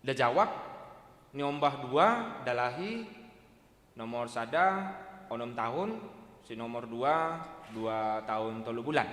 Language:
Batak Simalungun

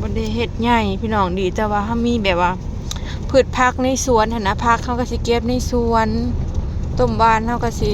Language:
Northeastern Thai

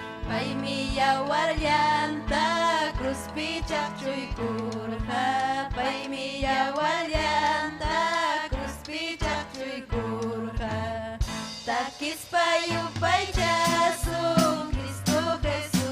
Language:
Ayacucho Quechua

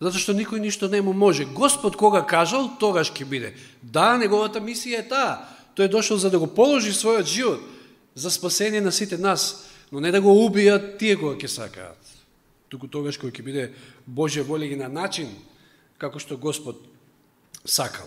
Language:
Macedonian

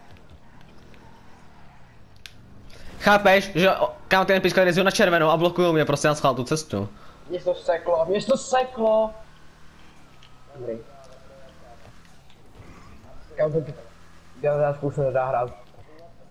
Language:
Czech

